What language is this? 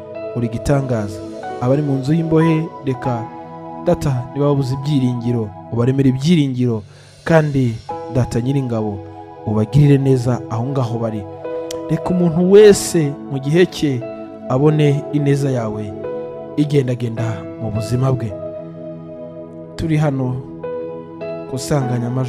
Kinyarwanda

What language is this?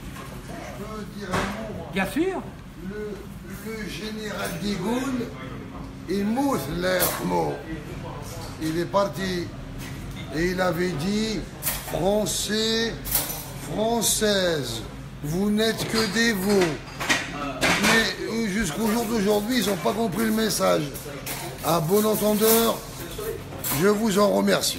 French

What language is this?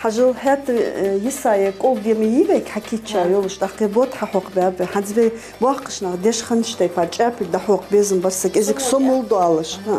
Ingush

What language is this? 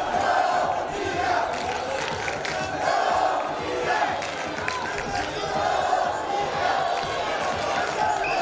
Romanian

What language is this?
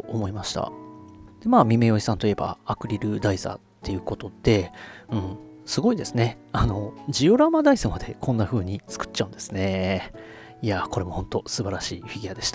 Japanese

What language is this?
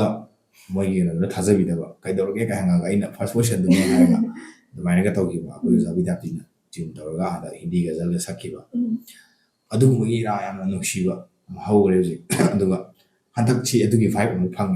Manipuri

